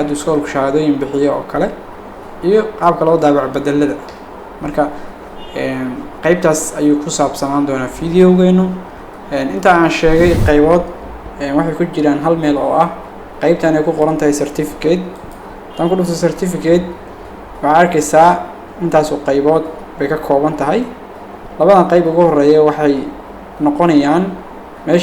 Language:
Somali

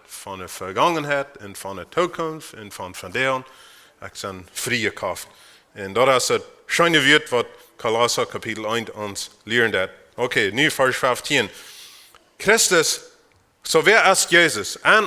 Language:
Plautdietsch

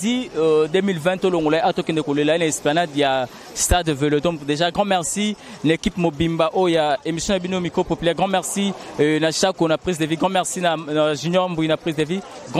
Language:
Lingala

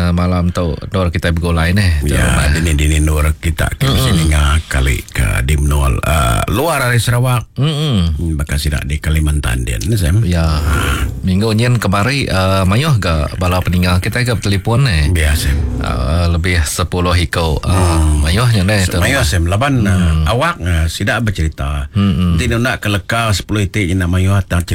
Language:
Iban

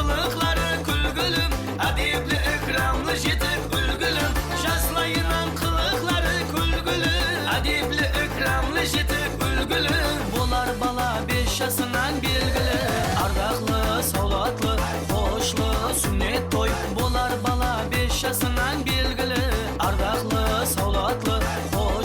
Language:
Kara-Kalpak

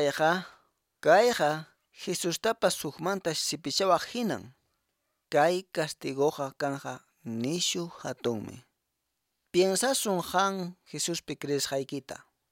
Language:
Quechua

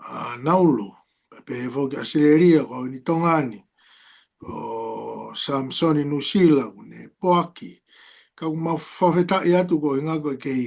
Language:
Tongan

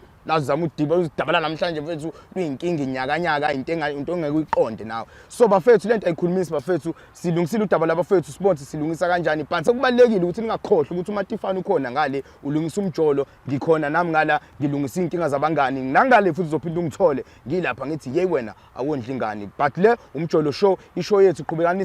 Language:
Zulu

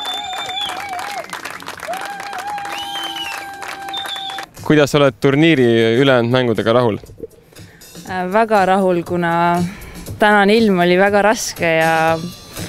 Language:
Estonian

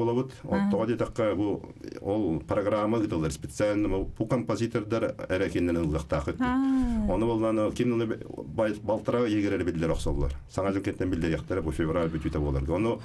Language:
Yakut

